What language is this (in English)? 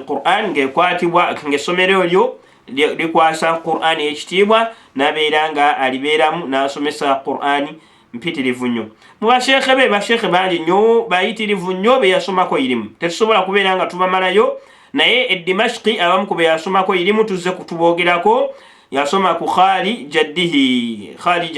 Ganda